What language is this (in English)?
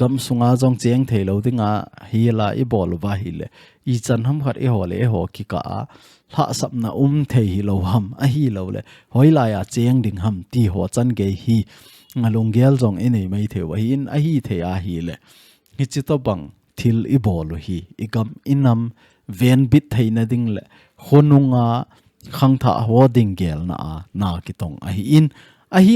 Thado Chin